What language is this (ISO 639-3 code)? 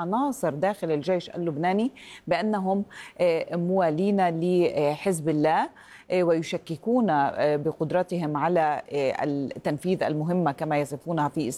ara